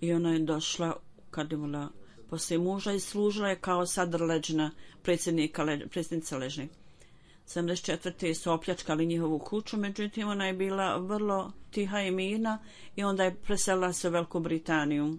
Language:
Bosnian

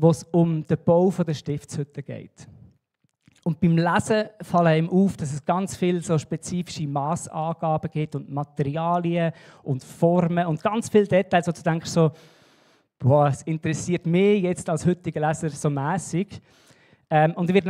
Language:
Swiss German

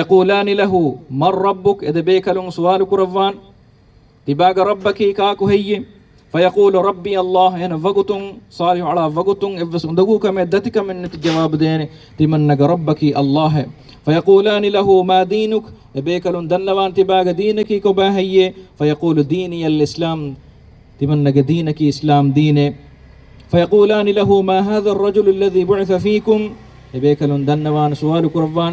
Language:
Divehi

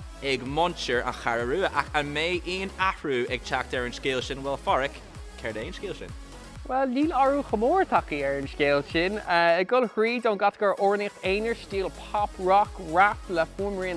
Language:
Irish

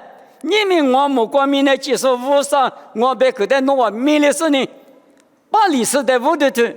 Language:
Lisu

